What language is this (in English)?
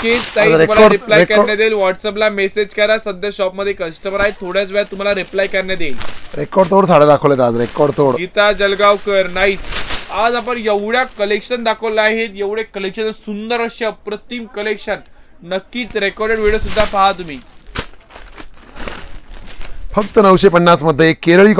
Marathi